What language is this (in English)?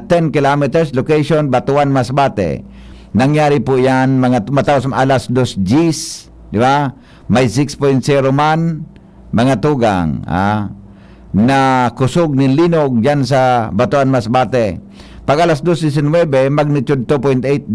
Bikol